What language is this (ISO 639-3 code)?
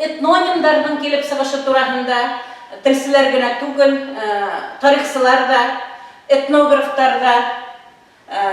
bak